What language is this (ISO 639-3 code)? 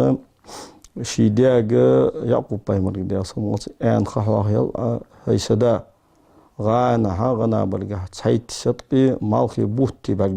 inh